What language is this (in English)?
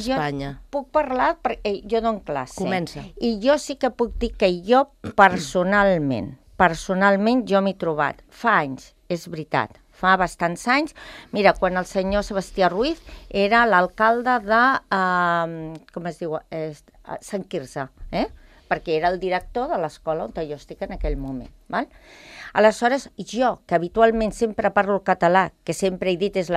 Catalan